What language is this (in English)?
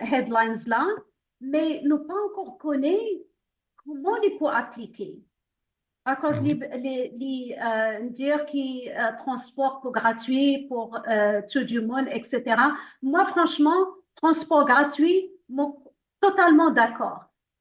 Morisyen